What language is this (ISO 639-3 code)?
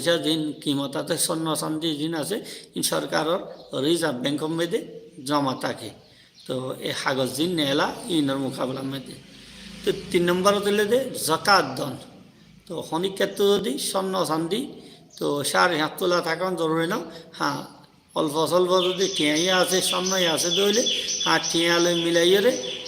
rhg